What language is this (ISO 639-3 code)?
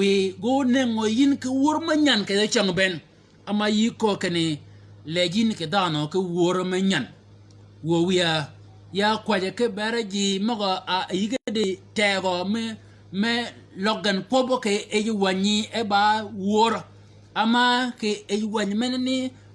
shk